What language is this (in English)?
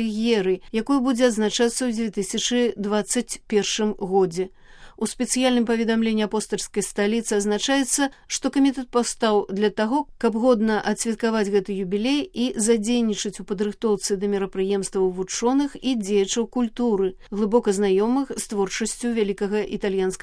Belarusian